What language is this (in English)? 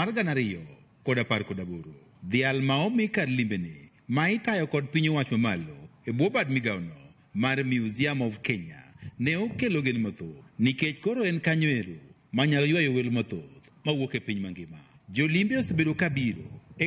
Luo (Kenya and Tanzania)